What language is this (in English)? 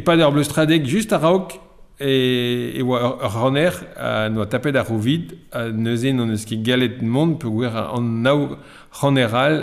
Breton